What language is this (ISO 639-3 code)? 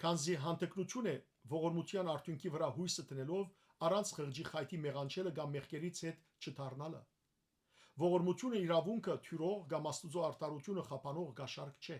hyw